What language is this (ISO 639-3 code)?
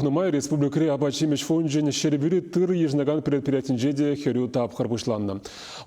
chv